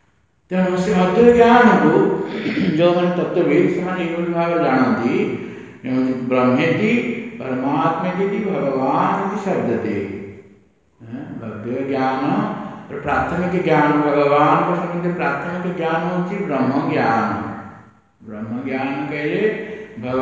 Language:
Odia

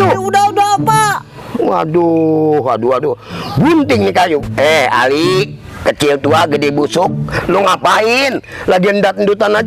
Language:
Betawi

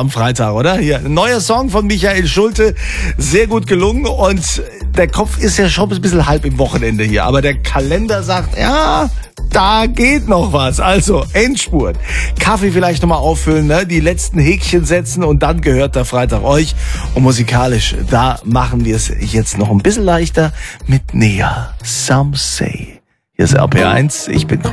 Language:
German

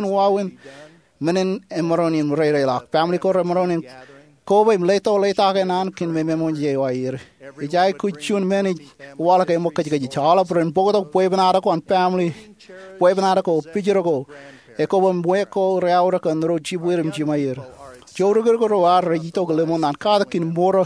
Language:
Marshallese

